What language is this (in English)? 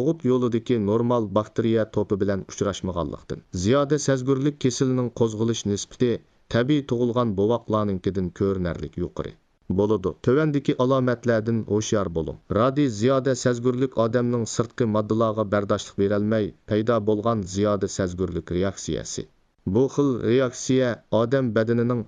Uyghur